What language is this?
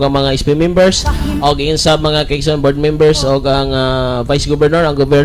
Cebuano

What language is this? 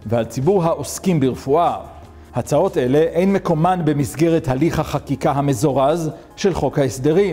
Hebrew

